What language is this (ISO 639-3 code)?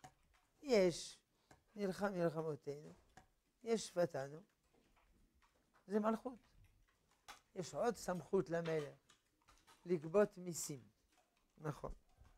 heb